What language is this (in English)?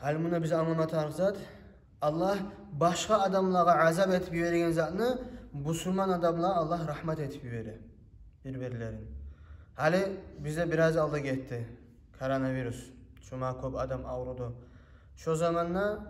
Kumyk